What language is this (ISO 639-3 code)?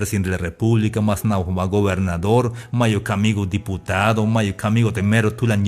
tzh